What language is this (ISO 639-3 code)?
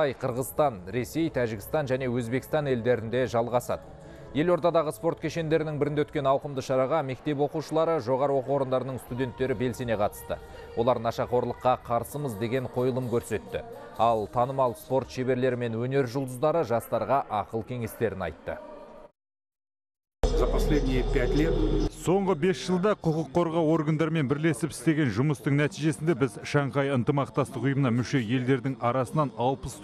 kaz